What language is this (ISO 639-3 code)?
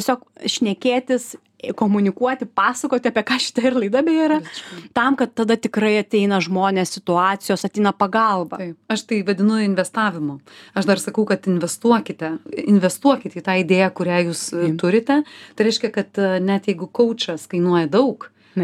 lit